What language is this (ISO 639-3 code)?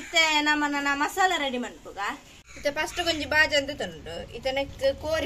tcy